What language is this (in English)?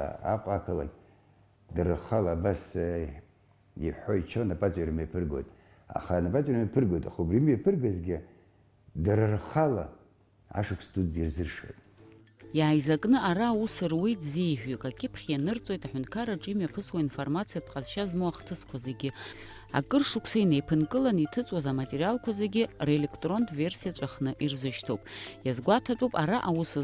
Abkhazian